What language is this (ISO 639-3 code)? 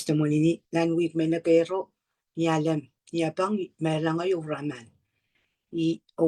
pon